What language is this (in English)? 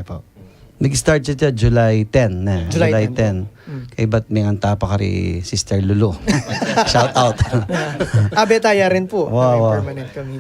Pampanga